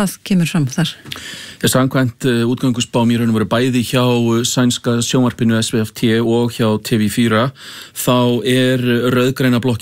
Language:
Icelandic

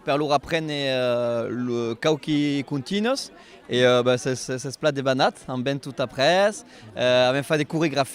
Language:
Occitan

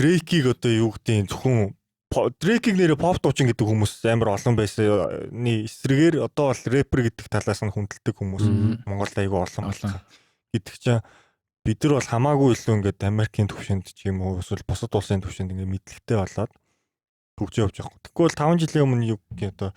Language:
Mongolian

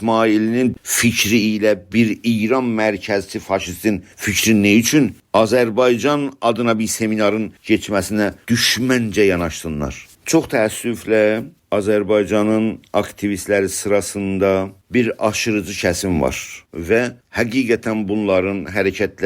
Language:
South Azerbaijani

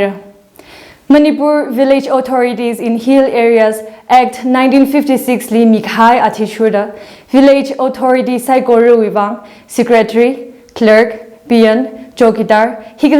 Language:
Tangkhul Naga (India)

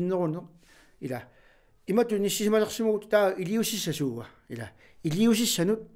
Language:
Kalaallisut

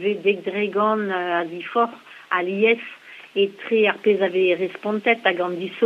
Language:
Breton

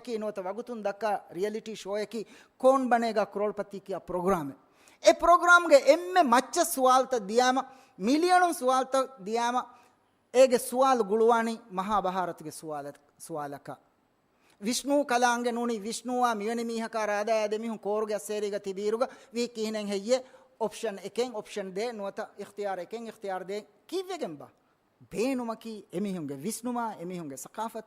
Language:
Divehi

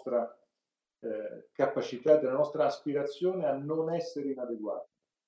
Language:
Italian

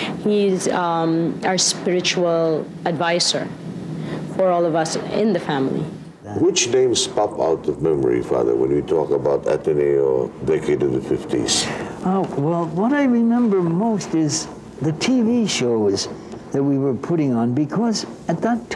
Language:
English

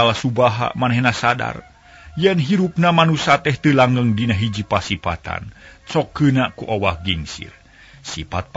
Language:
Sundanese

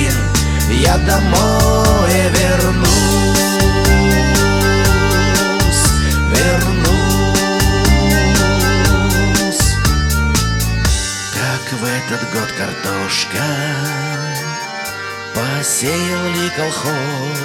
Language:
Russian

